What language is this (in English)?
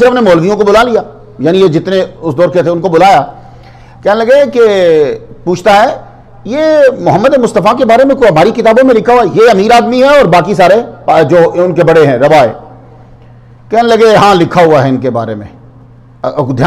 Urdu